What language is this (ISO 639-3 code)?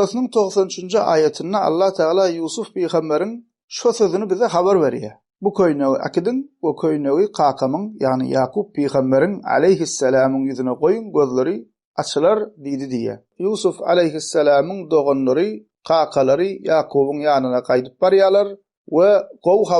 tuk